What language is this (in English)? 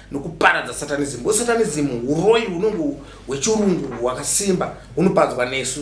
Shona